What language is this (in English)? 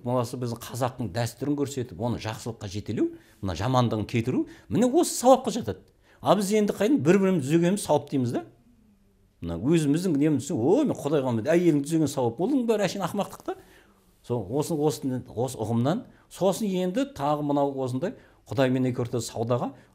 Kazakh